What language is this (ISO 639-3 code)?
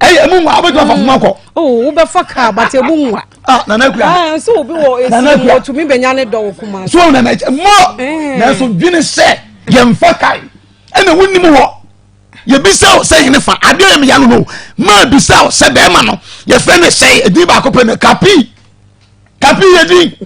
aka